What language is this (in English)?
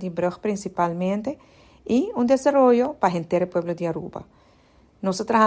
Papiamento